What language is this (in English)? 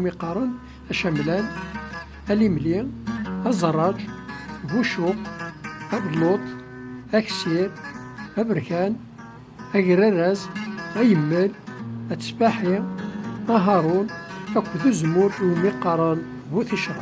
Kabyle